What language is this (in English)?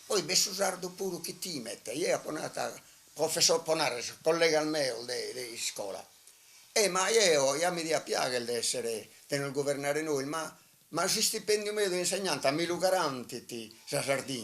Sardinian